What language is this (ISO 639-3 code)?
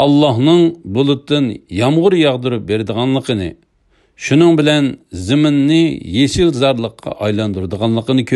uig